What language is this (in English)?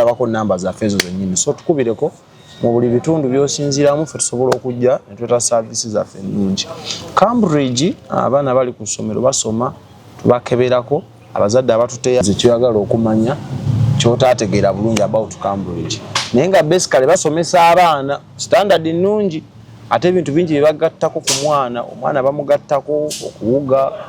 Ganda